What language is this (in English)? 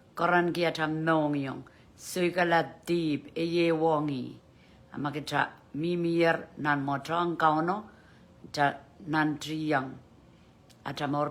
Pohnpeian